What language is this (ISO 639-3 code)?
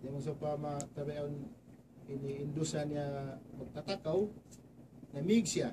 tsg